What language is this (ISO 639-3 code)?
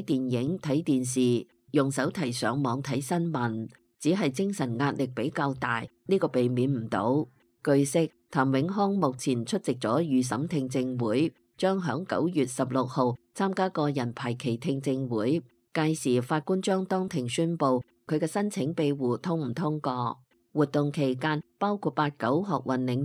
yue